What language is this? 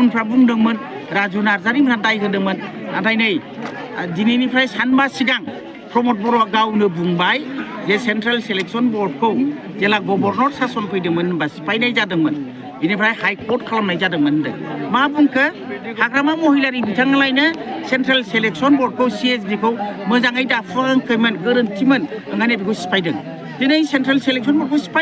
Bodo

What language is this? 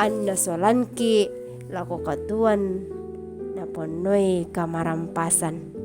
Toraja-Sa'dan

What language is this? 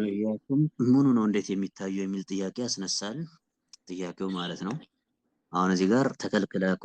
Amharic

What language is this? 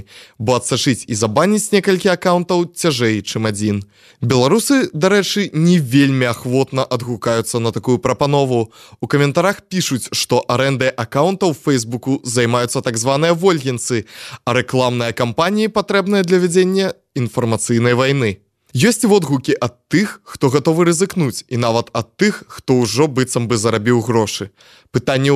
Belarusian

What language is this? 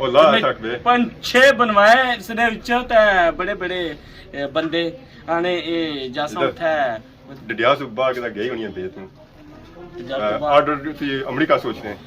Pahari-Potwari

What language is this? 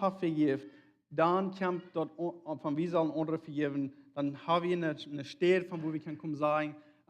Plautdietsch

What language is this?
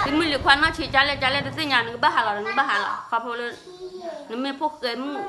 S'gaw Karen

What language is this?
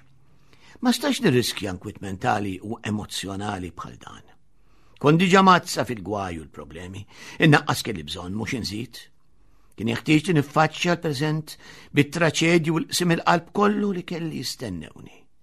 Maltese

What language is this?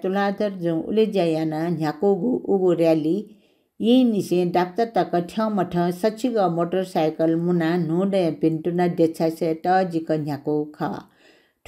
Newari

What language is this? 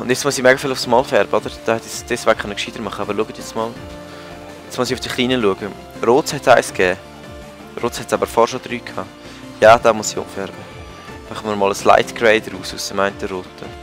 Swiss German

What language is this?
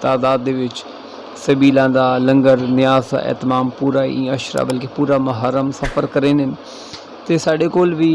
Saraiki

